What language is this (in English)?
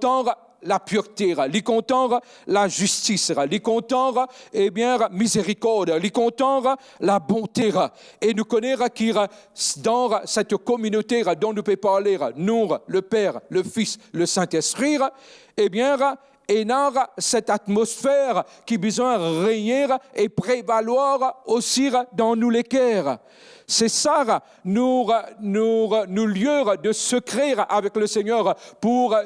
Morisyen